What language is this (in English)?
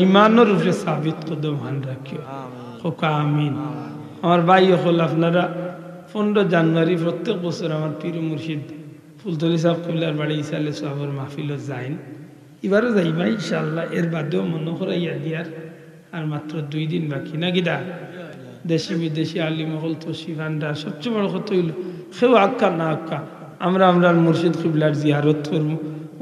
Sylheti